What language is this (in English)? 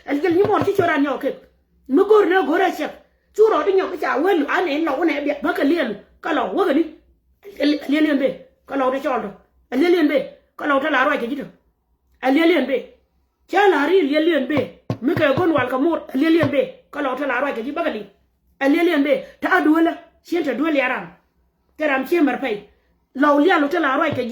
Nuer